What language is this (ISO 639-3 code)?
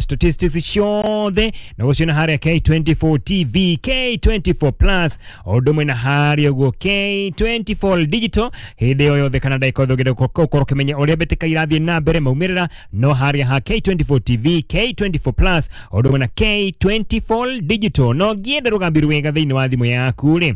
kik